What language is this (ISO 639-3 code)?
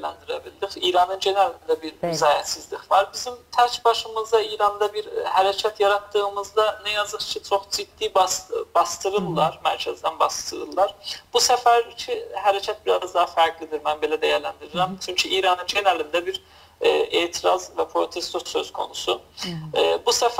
azb